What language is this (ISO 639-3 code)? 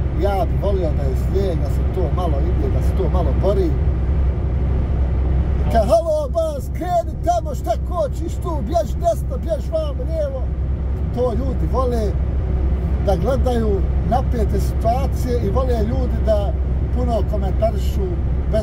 bos